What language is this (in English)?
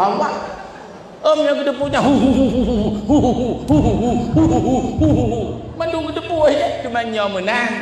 Achinese